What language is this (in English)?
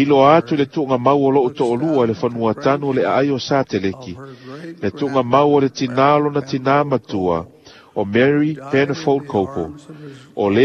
Samoan